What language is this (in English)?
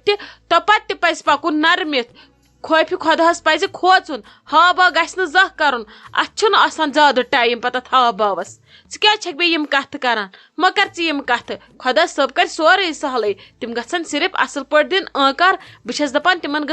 Kashmiri